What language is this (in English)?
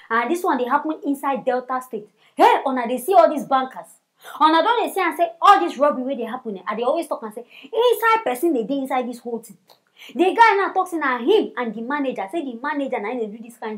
Nigerian Pidgin